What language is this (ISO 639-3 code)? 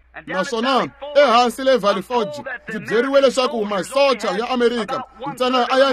tso